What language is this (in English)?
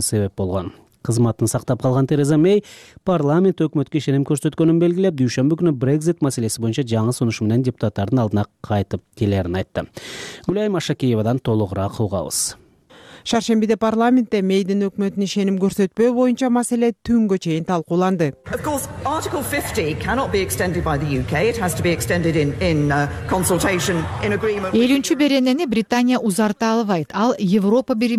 Kyrgyz